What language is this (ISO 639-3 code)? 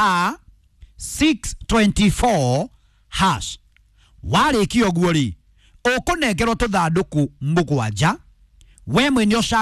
kik